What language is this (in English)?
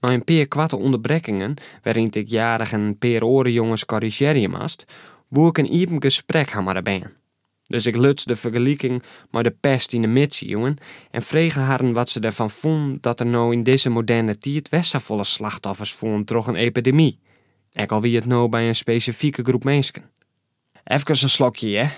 Western Frisian